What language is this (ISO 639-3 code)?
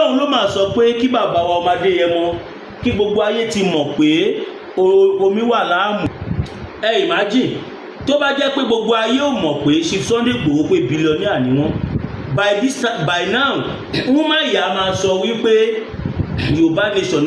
yor